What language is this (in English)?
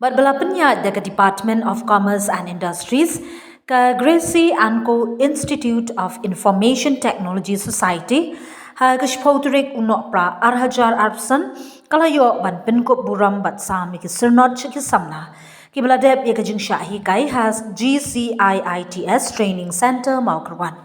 Khasi